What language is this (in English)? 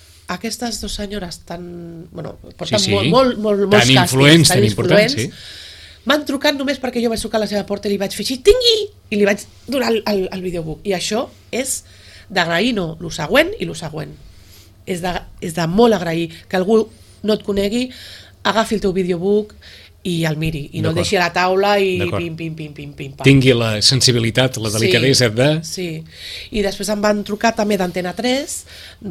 Catalan